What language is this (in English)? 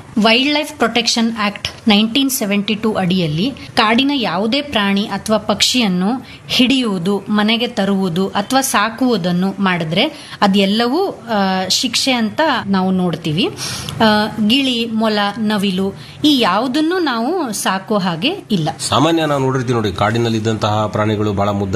Kannada